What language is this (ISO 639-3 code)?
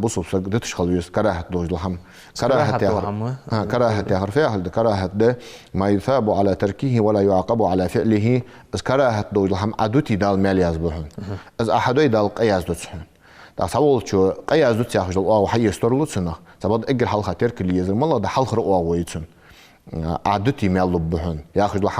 inh